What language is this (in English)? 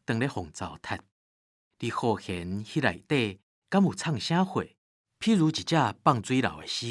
Min Nan Chinese